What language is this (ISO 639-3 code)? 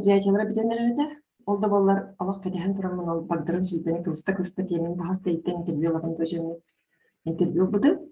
sah